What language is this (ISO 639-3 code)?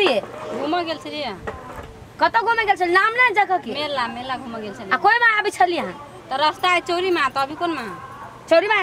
mai